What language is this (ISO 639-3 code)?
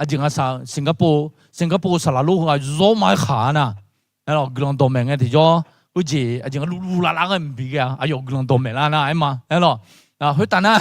ahk